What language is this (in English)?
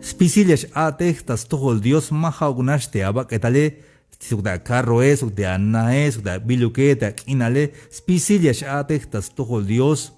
Tzeltal